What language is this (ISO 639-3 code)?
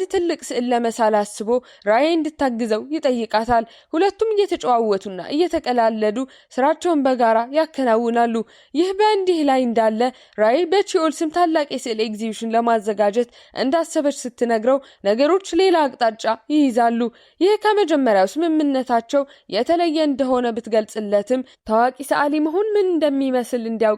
amh